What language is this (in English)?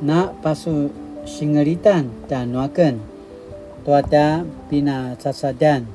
Paiwan